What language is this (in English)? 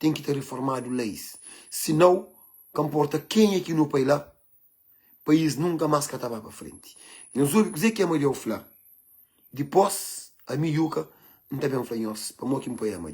Kabuverdianu